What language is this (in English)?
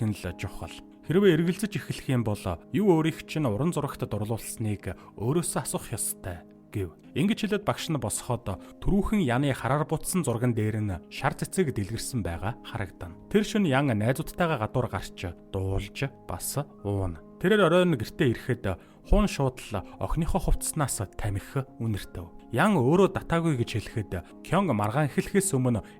Mongolian